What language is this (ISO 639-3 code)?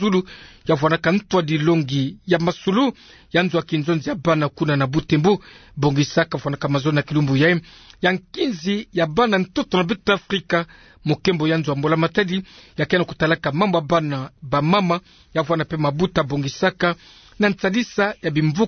ktu